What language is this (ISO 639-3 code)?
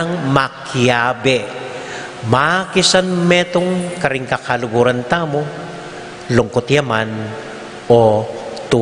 pam